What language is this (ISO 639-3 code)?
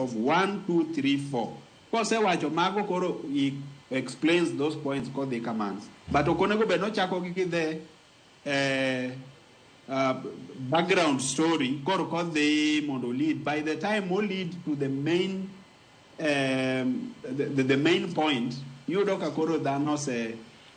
luo